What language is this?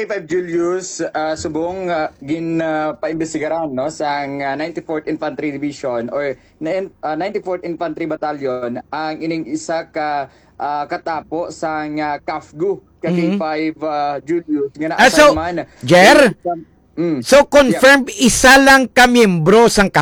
Hiligaynon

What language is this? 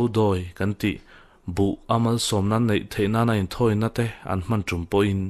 Mizo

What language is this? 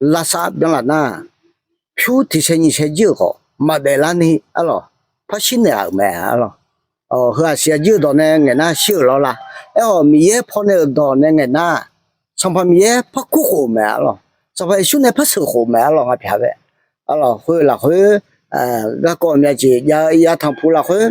Akha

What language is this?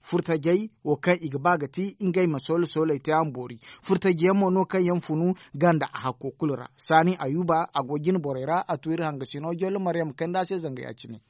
Zarma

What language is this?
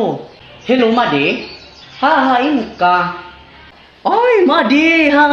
Waray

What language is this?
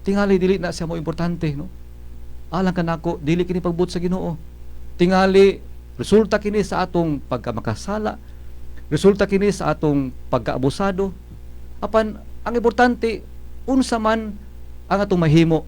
Cebuano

